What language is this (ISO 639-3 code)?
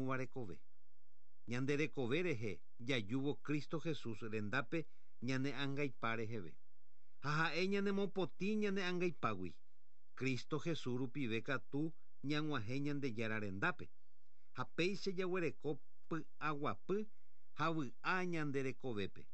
grn